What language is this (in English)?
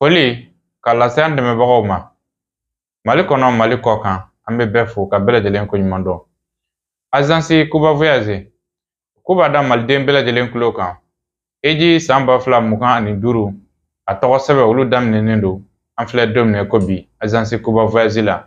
Bambara